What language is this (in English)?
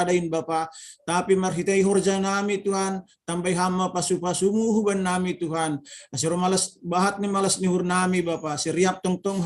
Batak Simalungun